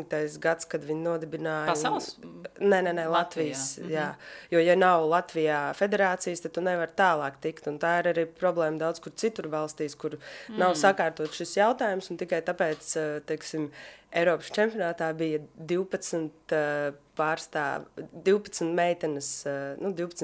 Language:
Latvian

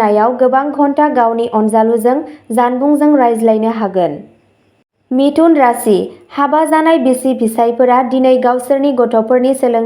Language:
Bodo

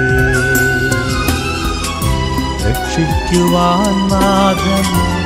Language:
Malayalam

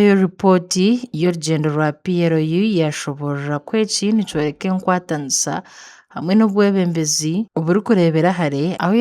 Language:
Nyankole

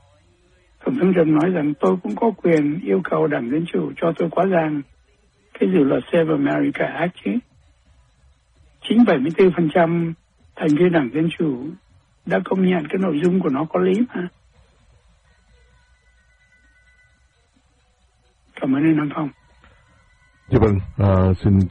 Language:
Vietnamese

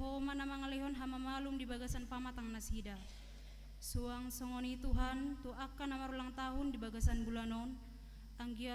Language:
Batak Toba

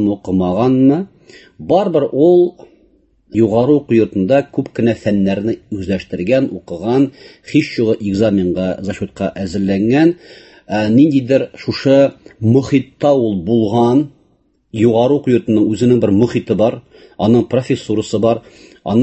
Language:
Tatar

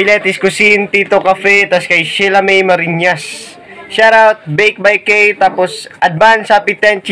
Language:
Bikol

